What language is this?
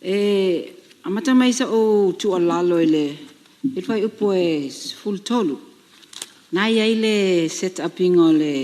Samoan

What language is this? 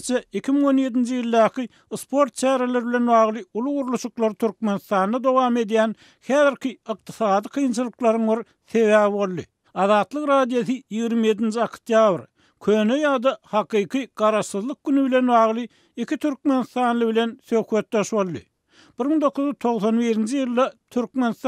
Turkmen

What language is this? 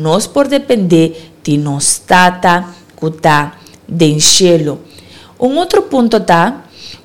Papiamento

